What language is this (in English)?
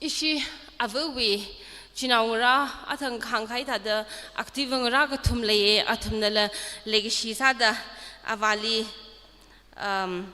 Tangkhul Naga (India)